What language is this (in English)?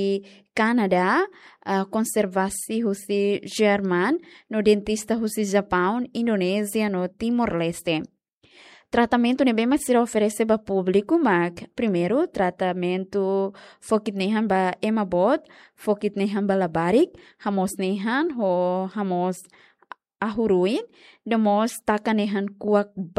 Tetum